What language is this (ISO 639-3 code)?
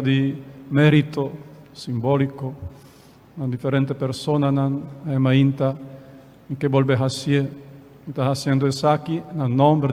pap